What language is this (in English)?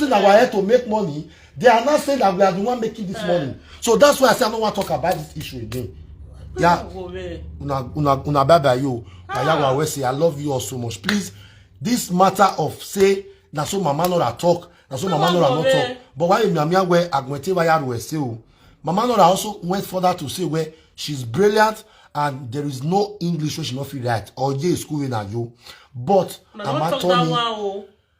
Nigerian Pidgin